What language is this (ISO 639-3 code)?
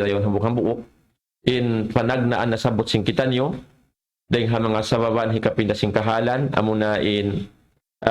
tsg